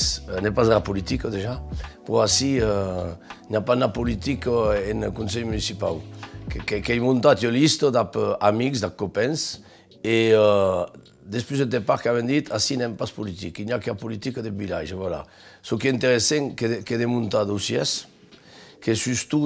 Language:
Occitan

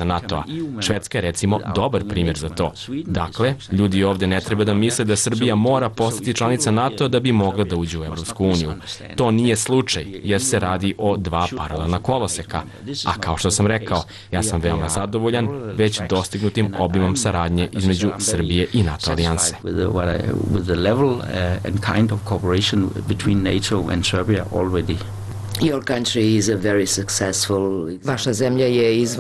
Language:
Serbian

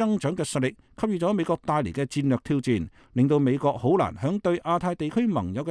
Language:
Cantonese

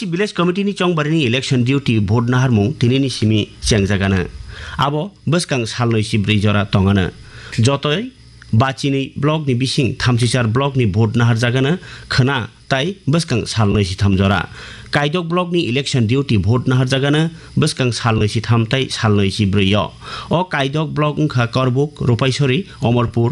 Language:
Kok Borok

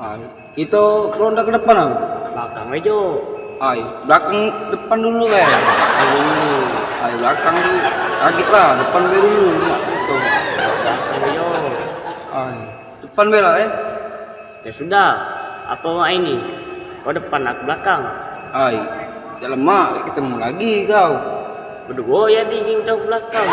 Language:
Musi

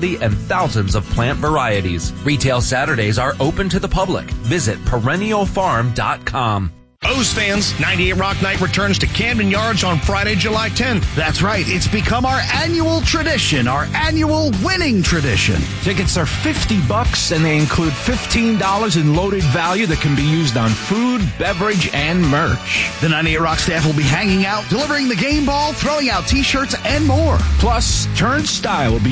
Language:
English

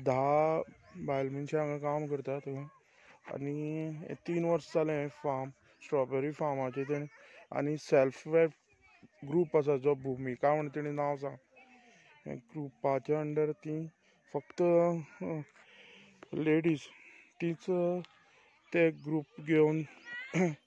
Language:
Konkani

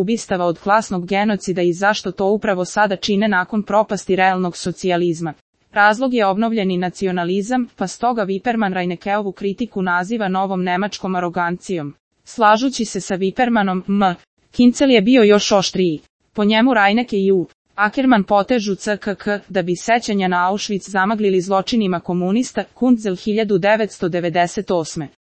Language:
Serbian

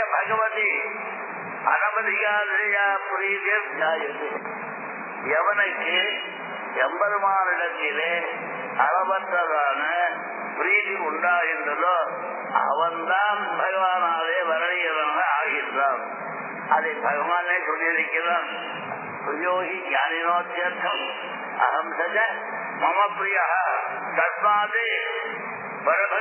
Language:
Tamil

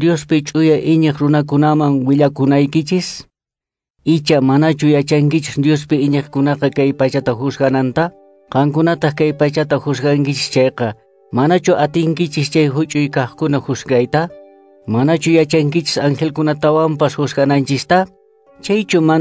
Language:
Quechua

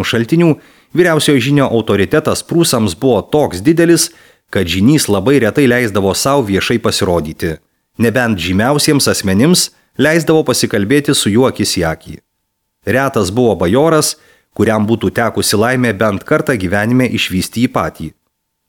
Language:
Lithuanian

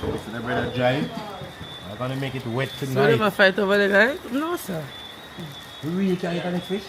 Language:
Jamaican Creole English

